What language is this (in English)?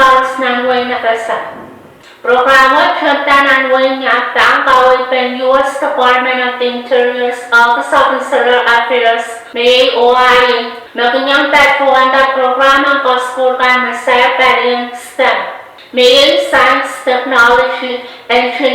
Pohnpeian